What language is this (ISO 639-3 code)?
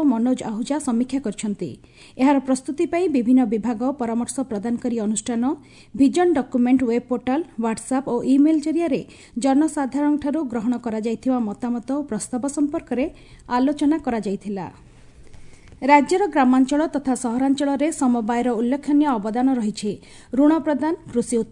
ori